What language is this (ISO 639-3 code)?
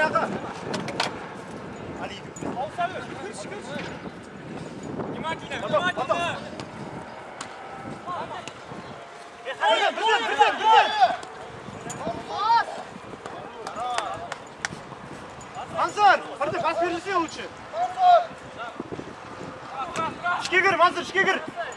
kaz